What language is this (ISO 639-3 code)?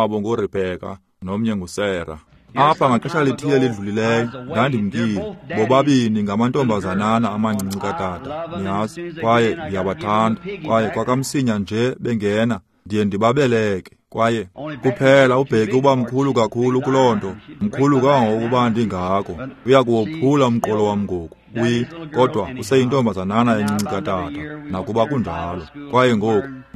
xho